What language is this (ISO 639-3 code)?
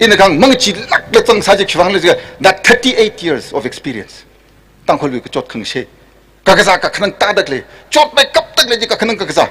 nmf